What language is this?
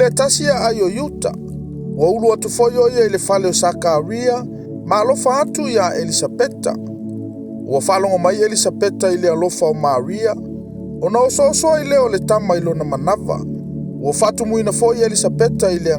Samoan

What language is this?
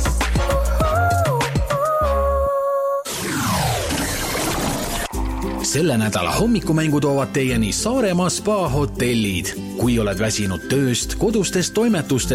Estonian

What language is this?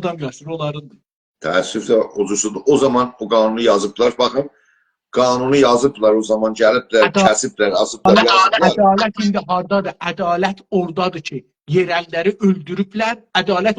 South Azerbaijani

